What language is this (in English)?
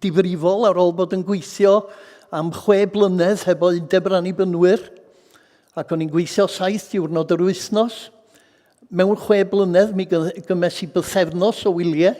Welsh